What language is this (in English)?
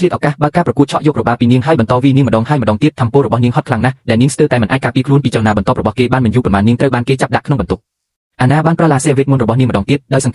Khmer